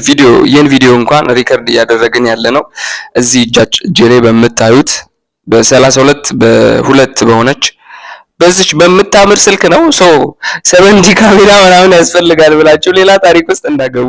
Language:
Amharic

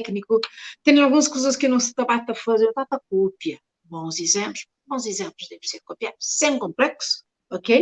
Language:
Kabuverdianu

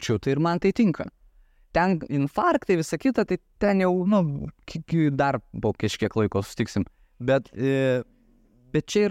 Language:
Lithuanian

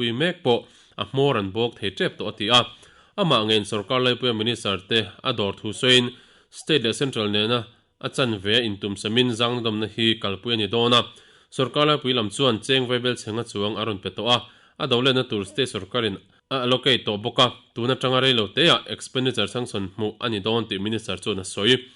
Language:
Mizo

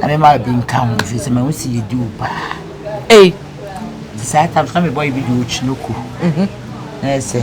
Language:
Akan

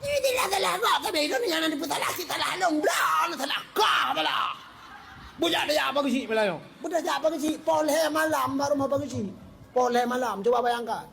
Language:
Achinese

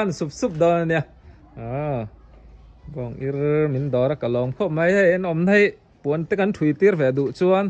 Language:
Mizo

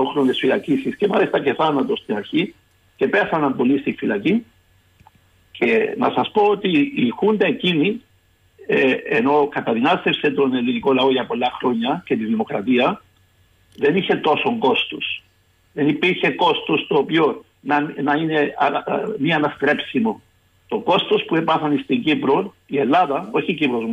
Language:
Greek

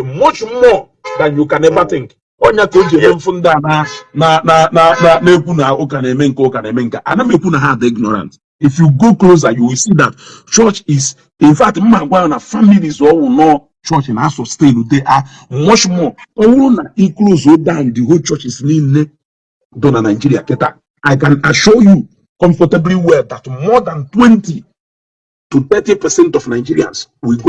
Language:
Igbo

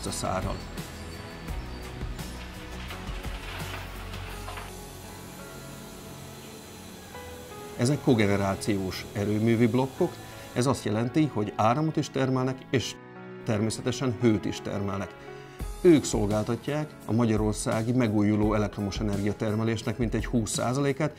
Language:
Hungarian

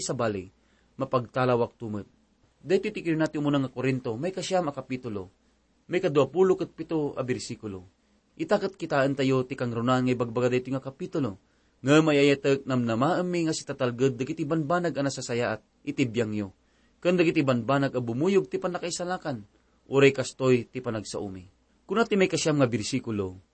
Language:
Iloko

